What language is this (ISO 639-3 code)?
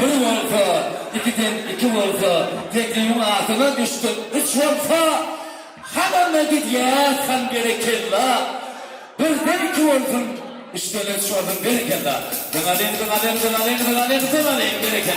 tuk